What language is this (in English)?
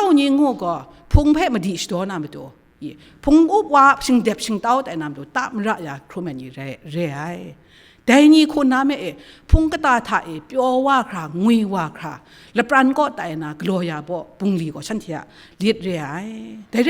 Kachin